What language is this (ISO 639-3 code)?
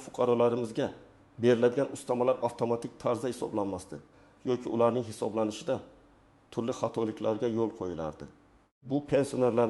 uzb